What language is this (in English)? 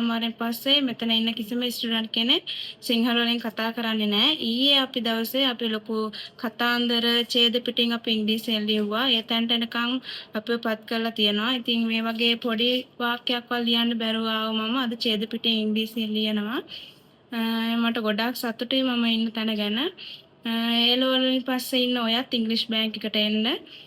Sinhala